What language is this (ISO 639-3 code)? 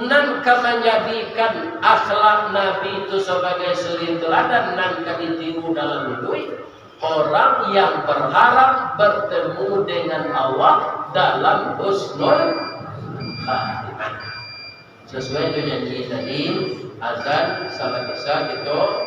min